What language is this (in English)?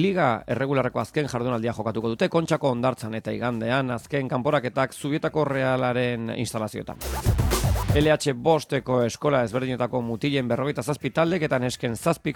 Basque